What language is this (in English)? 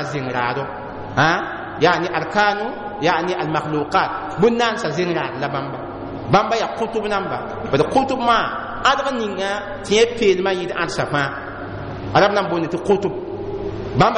Mossi